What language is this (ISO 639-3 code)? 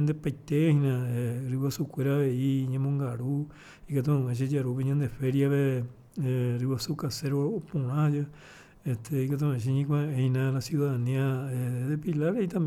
grn